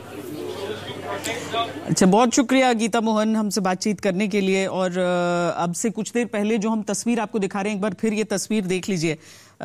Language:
Hindi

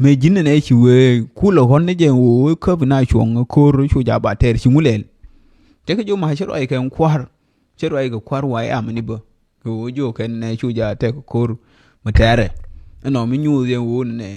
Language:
Nuer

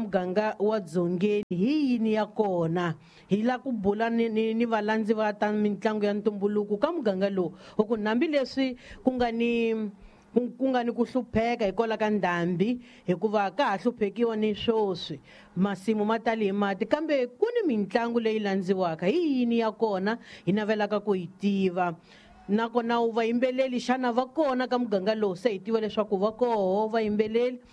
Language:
Tsonga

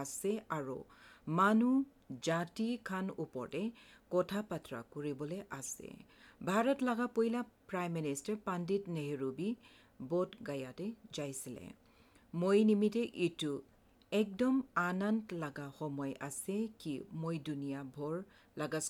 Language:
Assamese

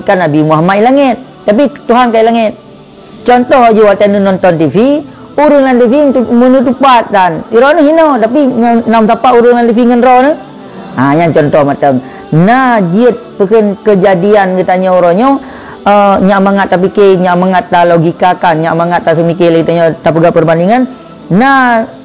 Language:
Achinese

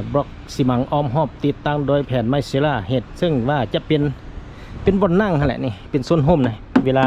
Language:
Lao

